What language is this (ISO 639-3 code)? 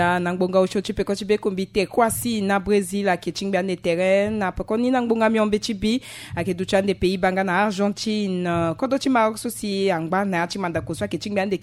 sag